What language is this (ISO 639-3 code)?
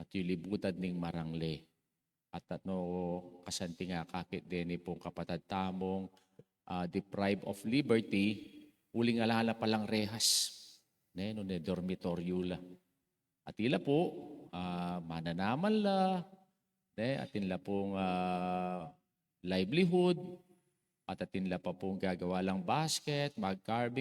pam